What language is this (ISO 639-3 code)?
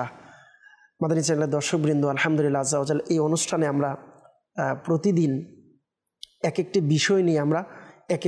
ben